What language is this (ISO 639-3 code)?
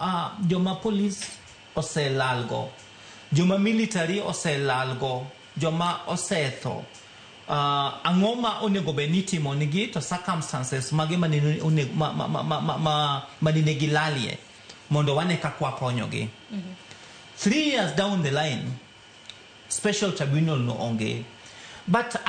luo